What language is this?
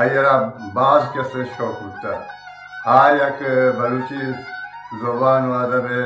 Eastern Balochi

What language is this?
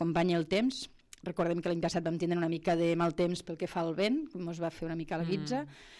Catalan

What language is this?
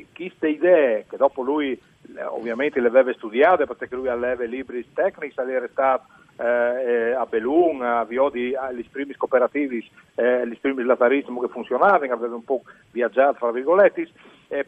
Friulian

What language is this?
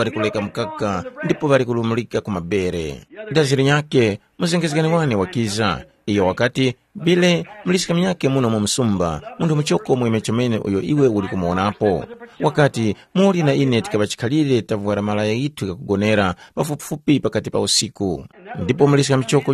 Tumbuka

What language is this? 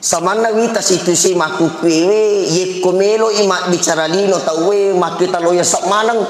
Buginese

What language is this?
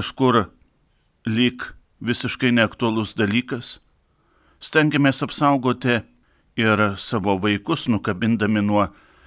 Lithuanian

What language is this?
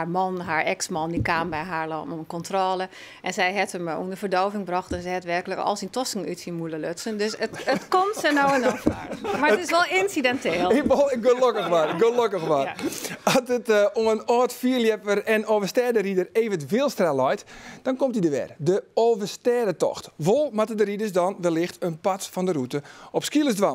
Western Frisian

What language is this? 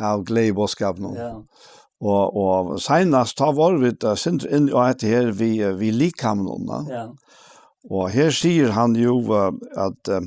Faroese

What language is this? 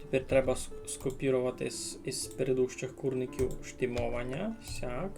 Rusyn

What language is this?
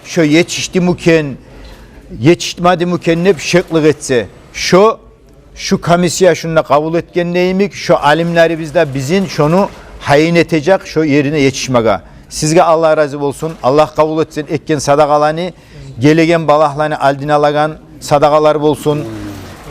Kumyk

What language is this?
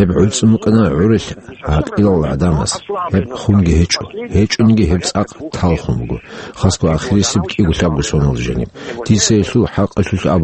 Avaric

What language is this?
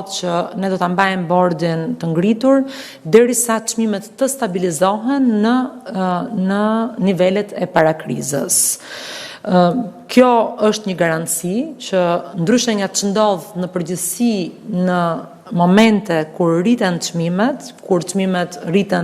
Albanian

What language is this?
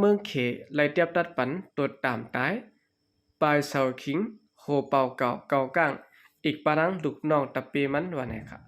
Shan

